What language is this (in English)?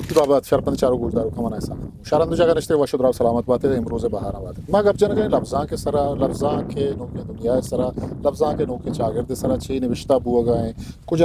Eastern Balochi